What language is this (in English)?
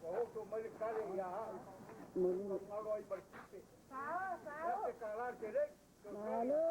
Samoan